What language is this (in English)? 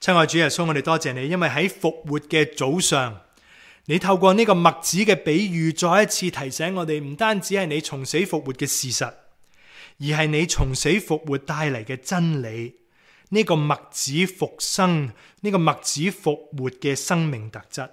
Cantonese